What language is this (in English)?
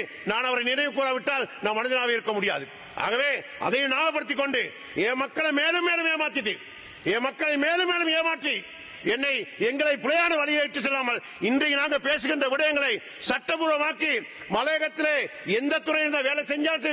Tamil